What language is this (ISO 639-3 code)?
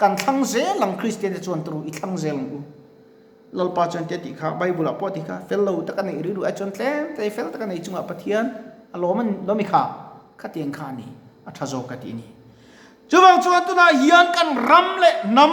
lus